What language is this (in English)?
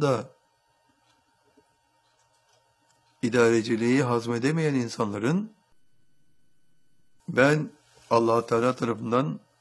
Turkish